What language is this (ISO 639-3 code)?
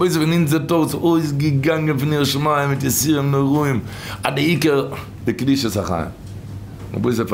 yid